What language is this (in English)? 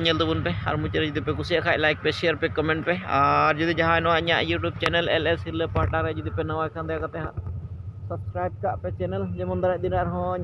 Santali